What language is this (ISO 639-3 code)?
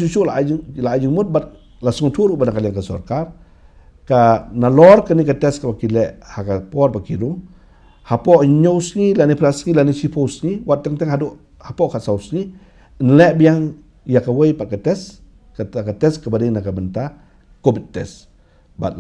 kha